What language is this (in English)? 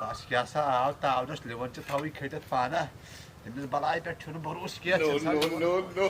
Kashmiri